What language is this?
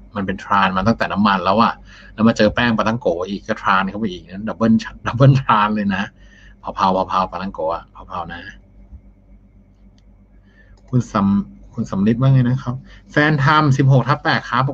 Thai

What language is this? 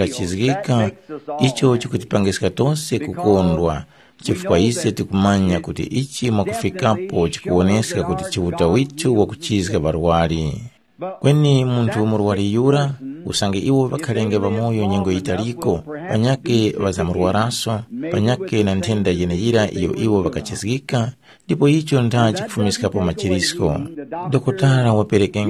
Tumbuka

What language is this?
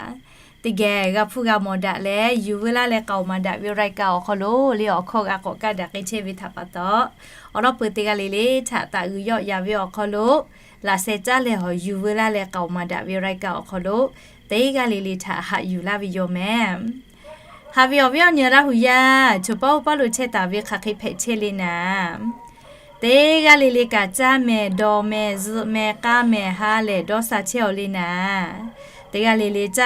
Lahu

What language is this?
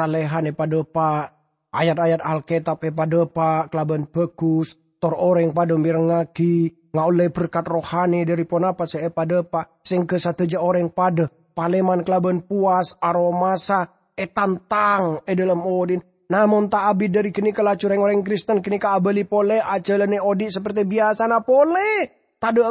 Madurese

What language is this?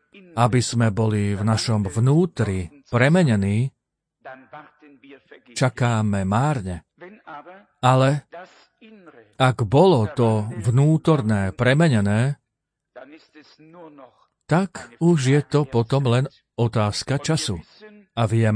Slovak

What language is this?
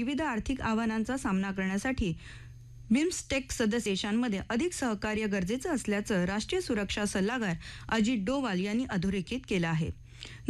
Marathi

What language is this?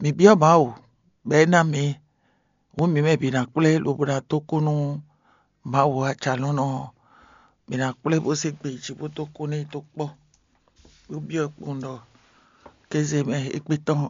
Fon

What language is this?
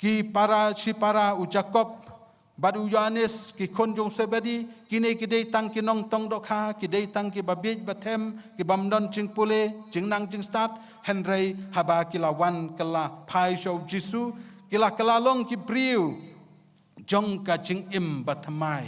Khasi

